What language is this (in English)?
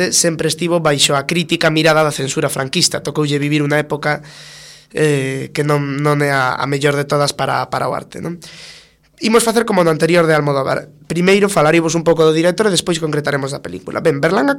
Galician